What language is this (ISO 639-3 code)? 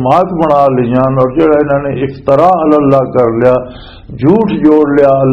lah